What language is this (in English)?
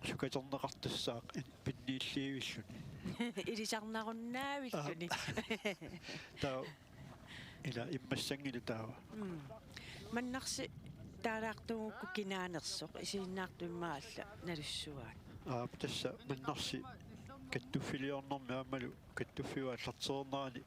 Kalaallisut